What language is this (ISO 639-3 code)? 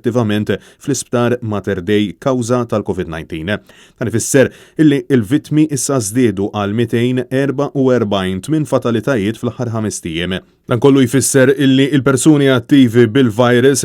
mlt